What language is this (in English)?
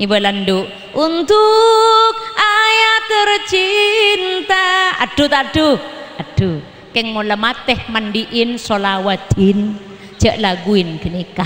Madurese